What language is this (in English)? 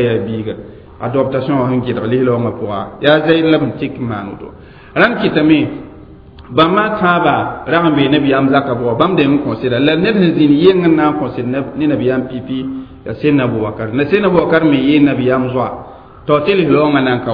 Mossi